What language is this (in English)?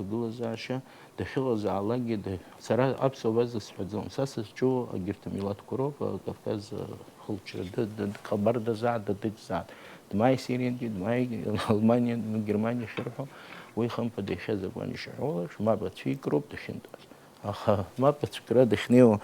Abkhazian